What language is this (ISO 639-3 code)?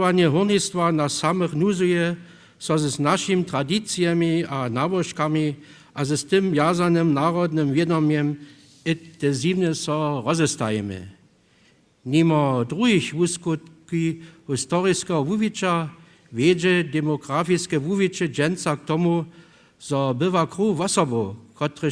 hsb